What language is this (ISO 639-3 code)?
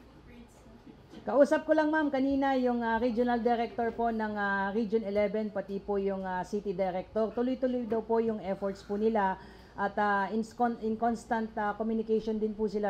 fil